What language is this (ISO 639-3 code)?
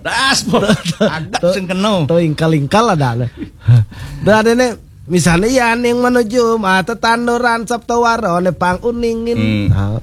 ban